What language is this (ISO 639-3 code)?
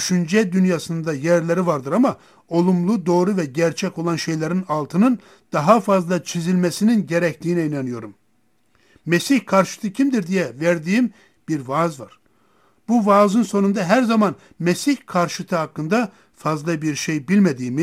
tur